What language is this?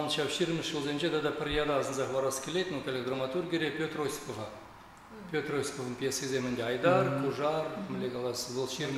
Chuvash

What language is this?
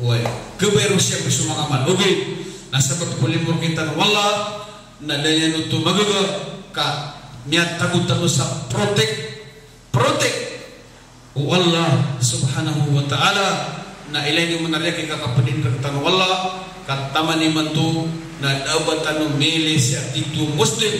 Maranao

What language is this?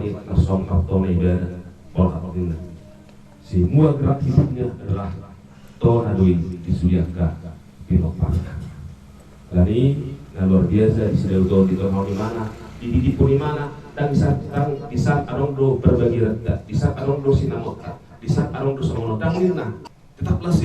Batak Toba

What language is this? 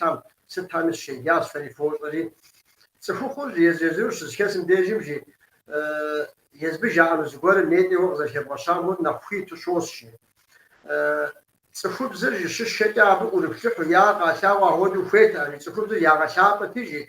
Kabardian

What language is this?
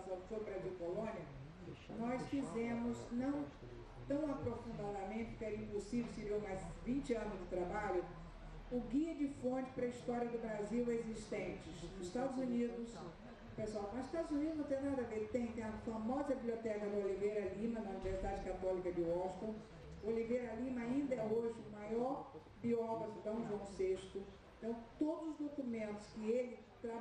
Portuguese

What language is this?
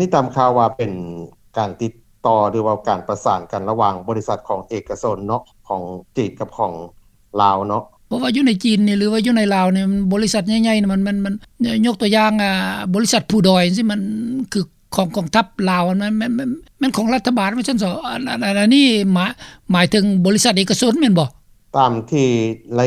Lao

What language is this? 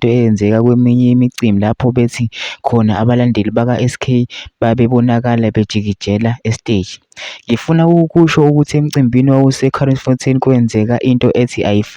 Zulu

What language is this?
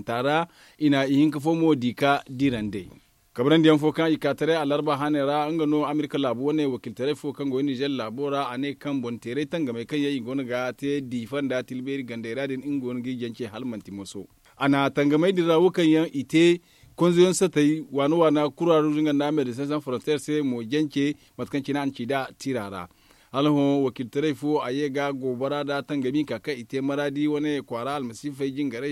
Zarma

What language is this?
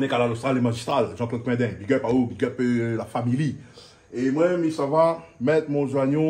Réunion Creole French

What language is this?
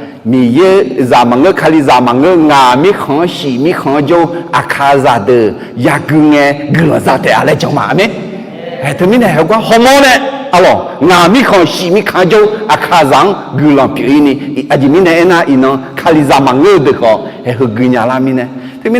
Akha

